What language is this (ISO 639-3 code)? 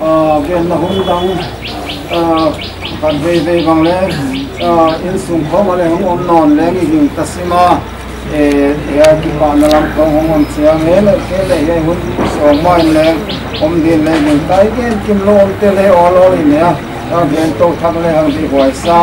pck